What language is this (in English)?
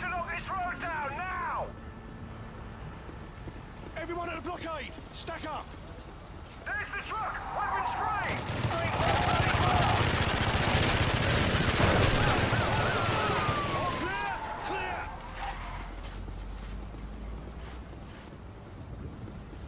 English